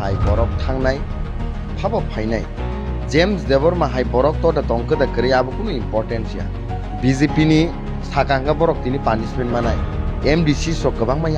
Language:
Kok Borok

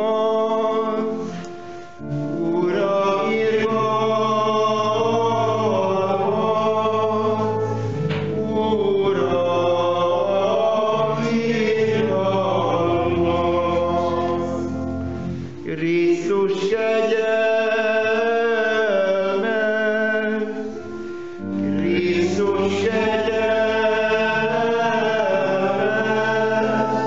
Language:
Hungarian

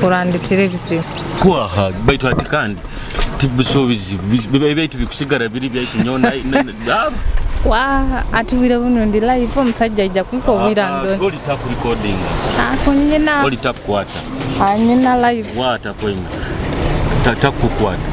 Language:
Nyoro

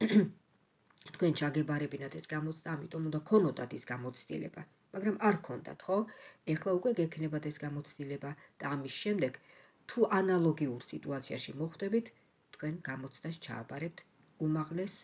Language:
Georgian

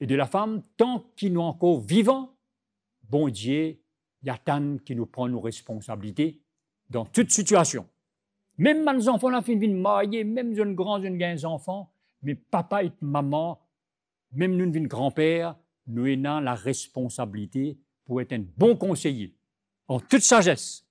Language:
Morisyen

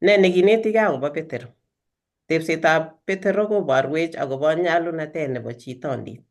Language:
Kalenjin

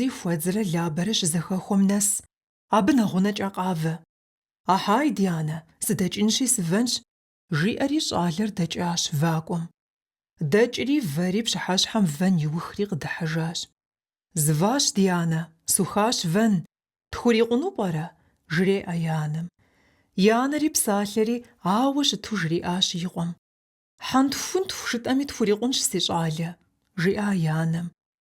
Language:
Kabardian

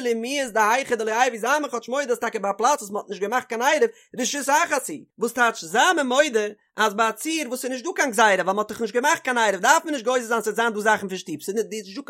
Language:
Yiddish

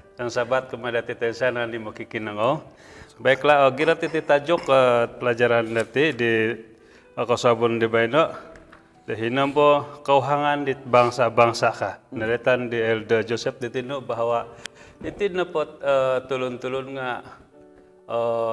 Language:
Central Dusun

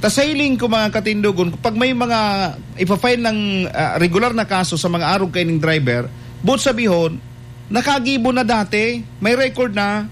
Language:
Bikol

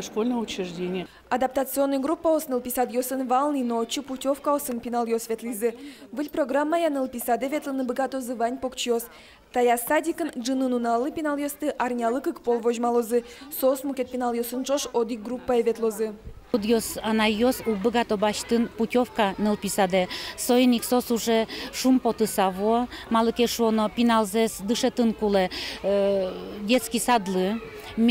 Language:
Udmurt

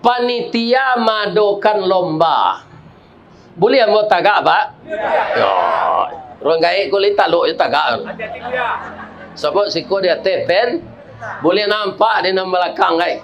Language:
Minangkabau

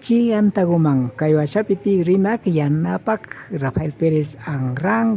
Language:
Imbabura Highland Quichua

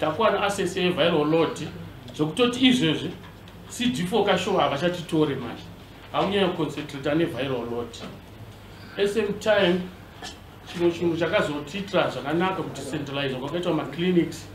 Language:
Shona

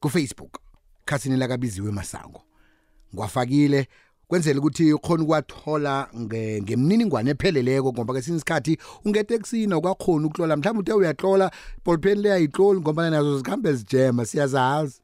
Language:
South Ndebele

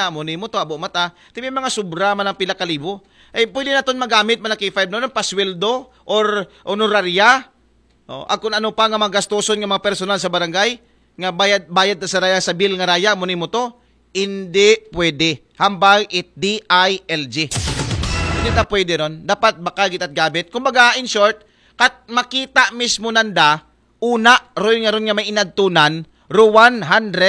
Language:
Aklanon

